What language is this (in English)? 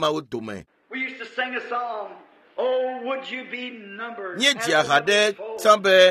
Ewe